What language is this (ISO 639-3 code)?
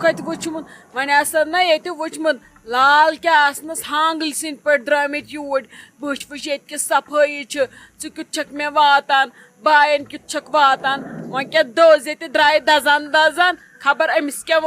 kas